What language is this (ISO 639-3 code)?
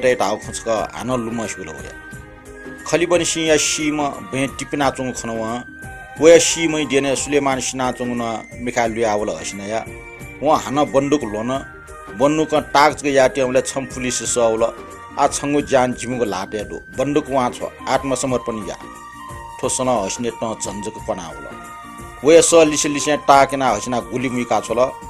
new